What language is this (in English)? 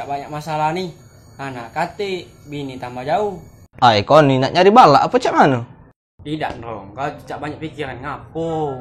Musi